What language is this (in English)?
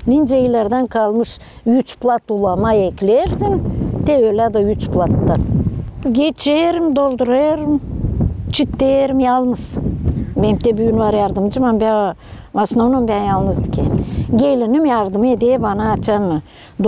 Gagauz